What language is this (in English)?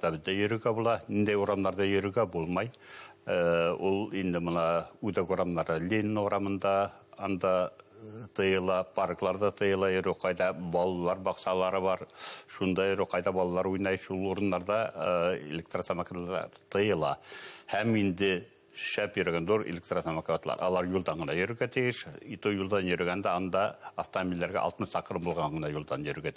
Bashkir